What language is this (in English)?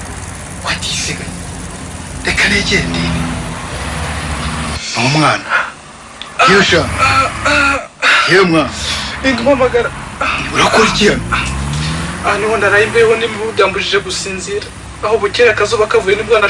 Kinyarwanda